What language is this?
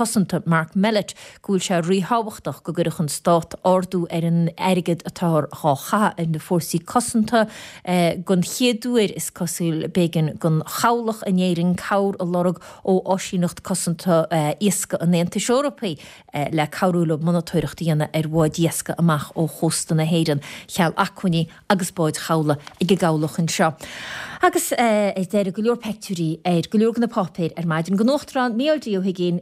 Irish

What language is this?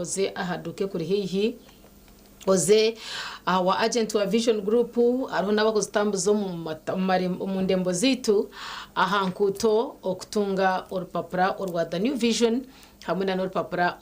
Nyankole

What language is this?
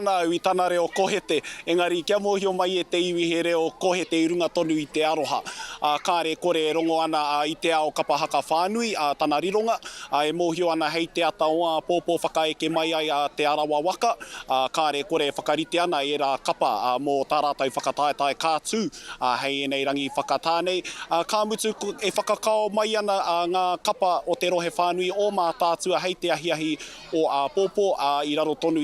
Māori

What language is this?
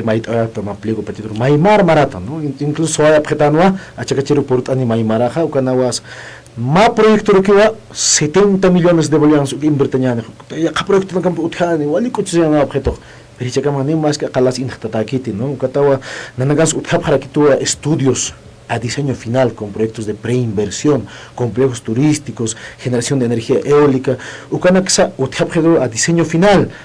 Aymara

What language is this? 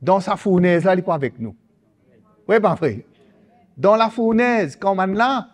Morisyen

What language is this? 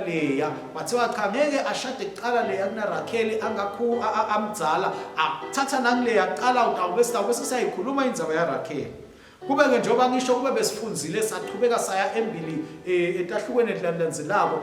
Swati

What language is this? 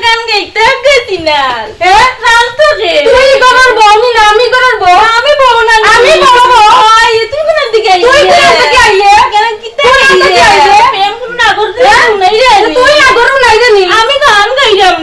Sylheti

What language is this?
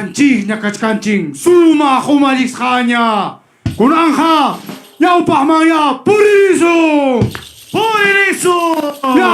Ayacucho Quechua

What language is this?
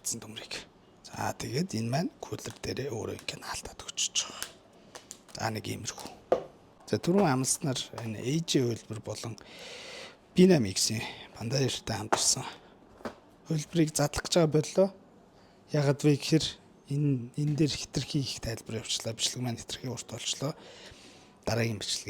Mongolian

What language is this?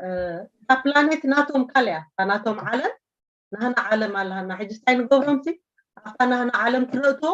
Tigrinya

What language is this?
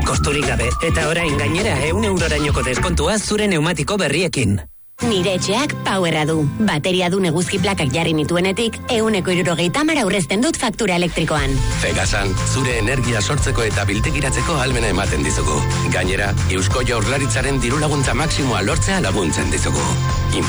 Basque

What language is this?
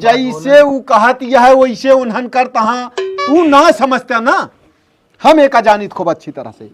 Awadhi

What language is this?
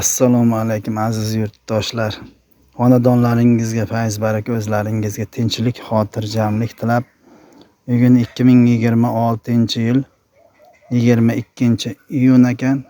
Uzbek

